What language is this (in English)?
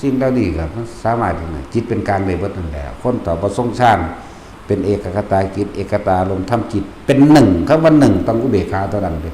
Northeastern Thai